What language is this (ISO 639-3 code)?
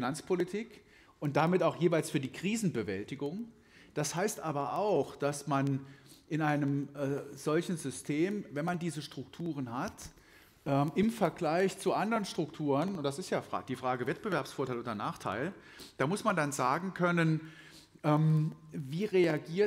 deu